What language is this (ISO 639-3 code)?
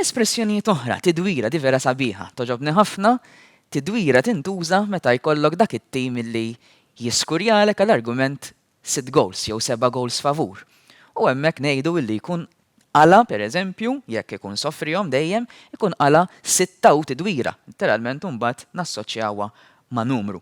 mlt